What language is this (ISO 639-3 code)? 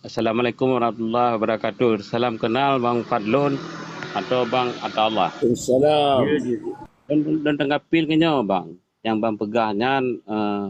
ace